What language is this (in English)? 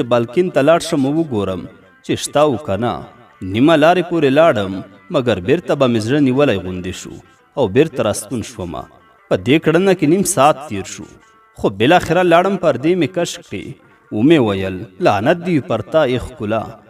Pashto